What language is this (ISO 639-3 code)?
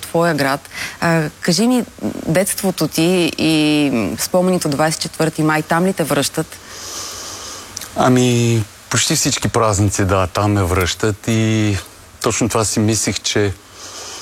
bul